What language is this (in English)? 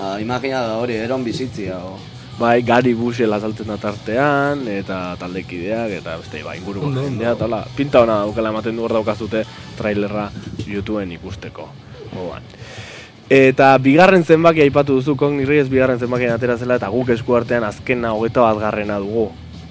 Basque